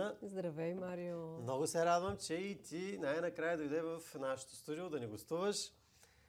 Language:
Bulgarian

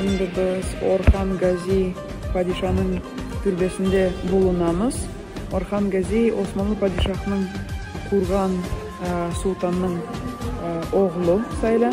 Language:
Crimean Tatar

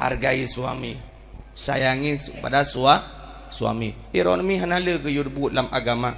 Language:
Achinese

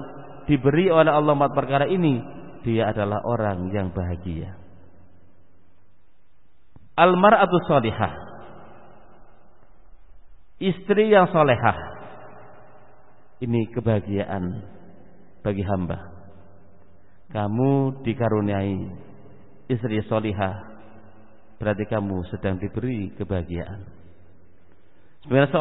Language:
Indonesian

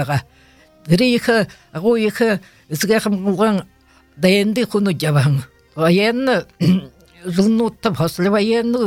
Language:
Buriat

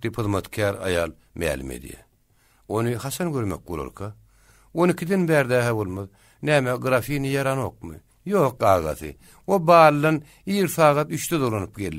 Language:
Turkmen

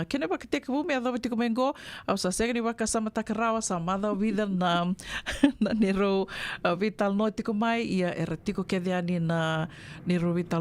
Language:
Fijian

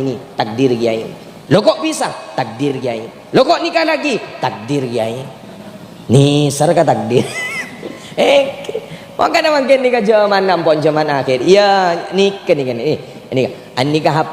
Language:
Madurese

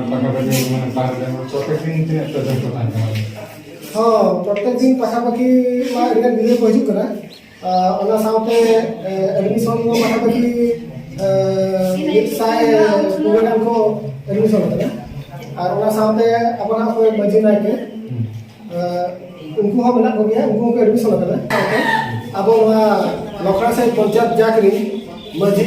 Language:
Santali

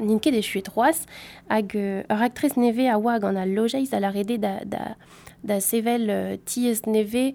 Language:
Breton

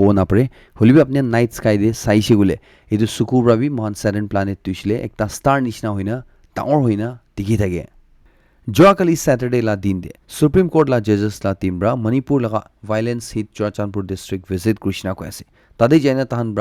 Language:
Naga Pidgin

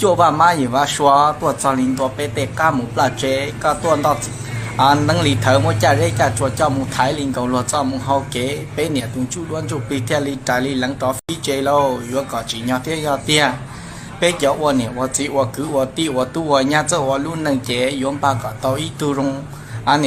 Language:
Hmong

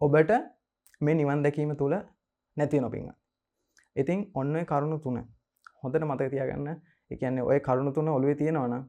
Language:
Sinhala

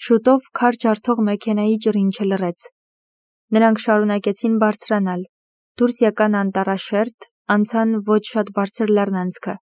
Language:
Armenian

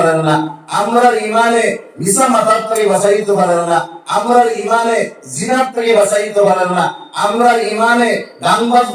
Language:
Sylheti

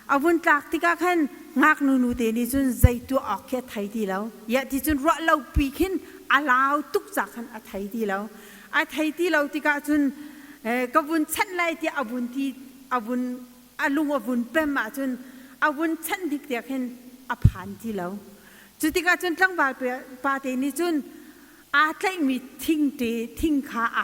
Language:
Hakha Chin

